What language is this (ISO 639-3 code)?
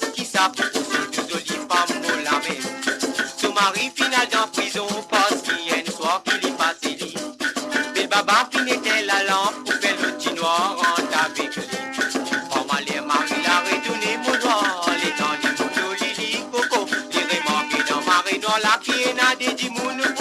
mfe